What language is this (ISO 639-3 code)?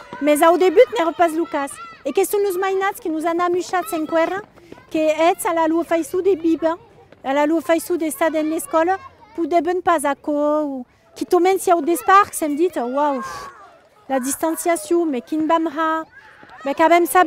oci